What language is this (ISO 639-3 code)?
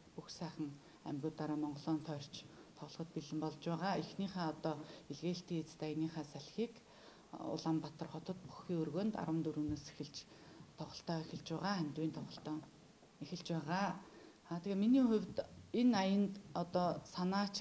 mon